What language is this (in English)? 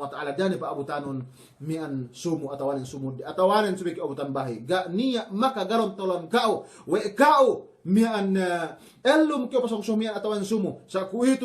Yakan